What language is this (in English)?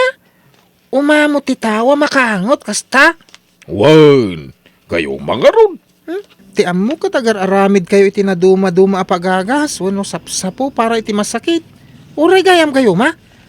Iloko